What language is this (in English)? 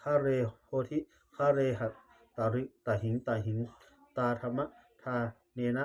Pali